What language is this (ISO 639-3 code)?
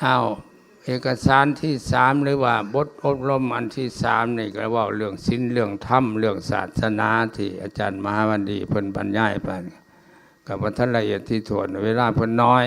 lao